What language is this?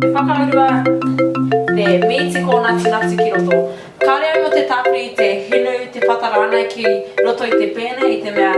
Māori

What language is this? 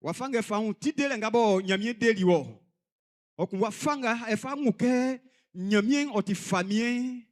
Baoulé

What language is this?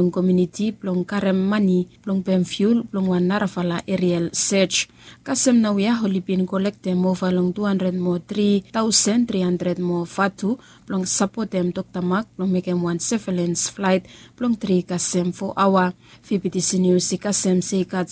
Bislama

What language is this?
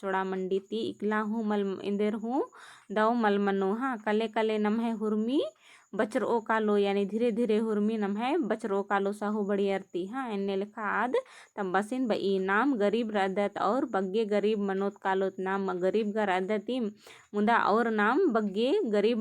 Kurukh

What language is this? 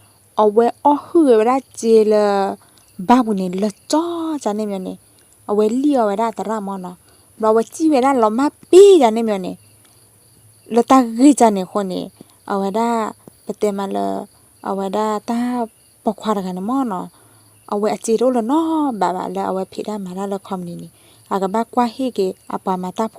S'gaw Karen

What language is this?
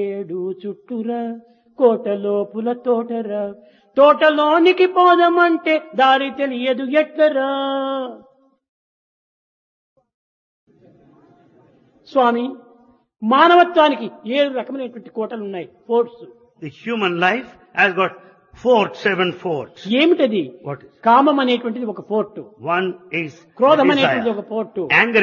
Telugu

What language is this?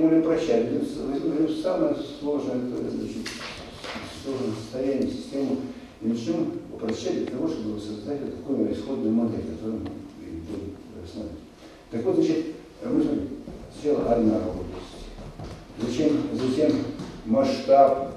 Russian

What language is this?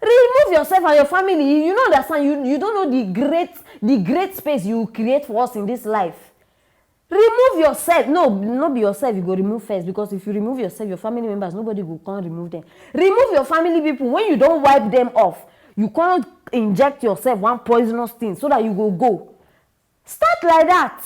Nigerian Pidgin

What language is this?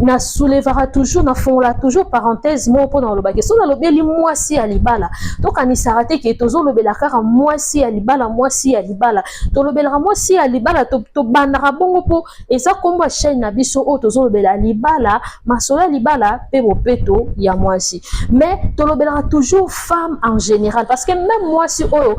Lingala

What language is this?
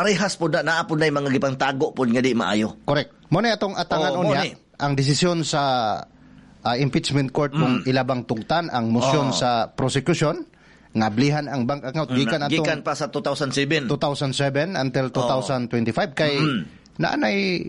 Cebuano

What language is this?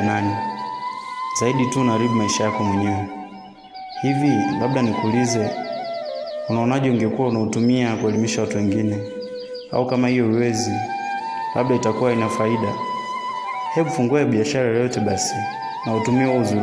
Swahili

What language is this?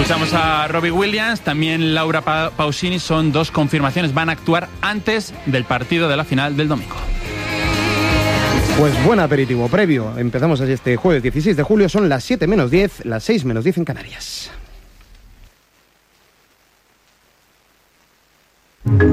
Spanish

